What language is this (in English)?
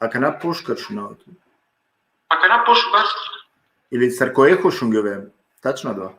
Balkan Romani